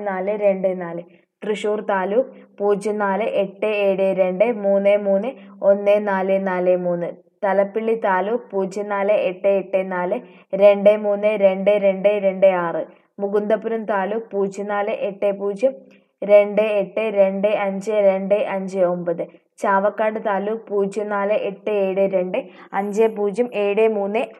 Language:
Malayalam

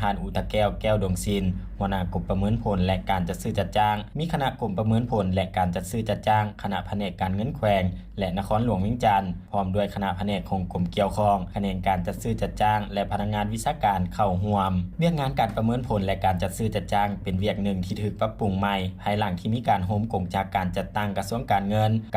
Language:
Lao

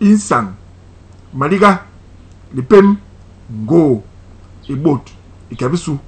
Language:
Basaa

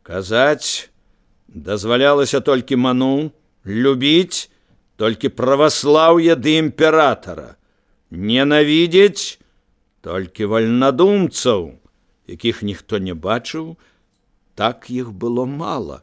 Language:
Belarusian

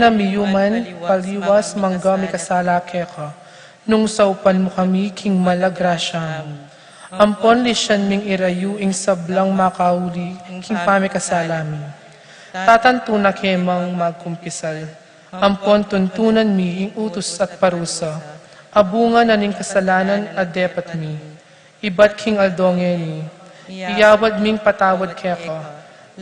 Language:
Pampanga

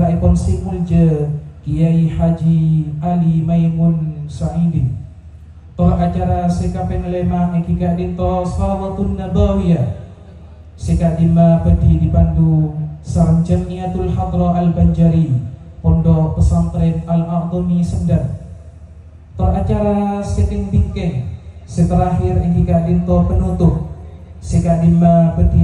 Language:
Madurese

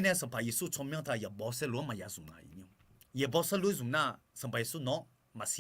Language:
Akha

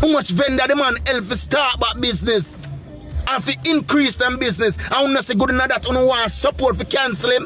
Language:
Jamaican Creole English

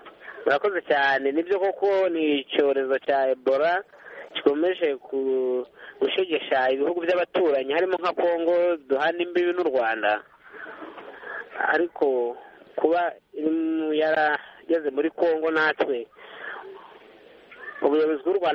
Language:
Kinyarwanda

